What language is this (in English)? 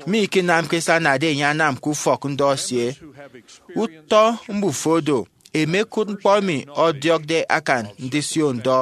Efik